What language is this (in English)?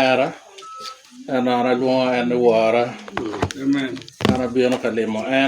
Lango (Uganda)